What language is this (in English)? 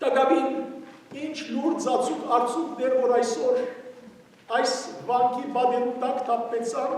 Western Armenian